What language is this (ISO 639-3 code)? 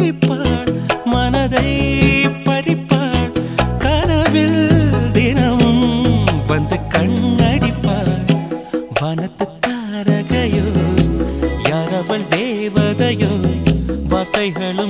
tam